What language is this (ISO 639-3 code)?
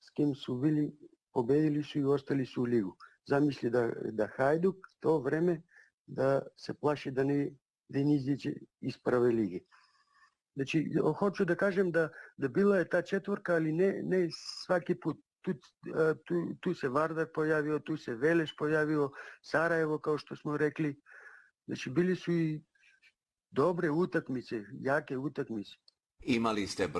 srp